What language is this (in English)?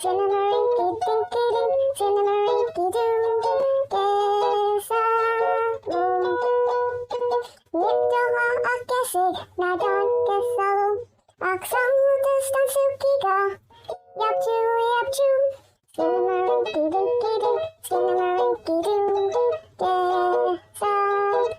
Mi'kmaw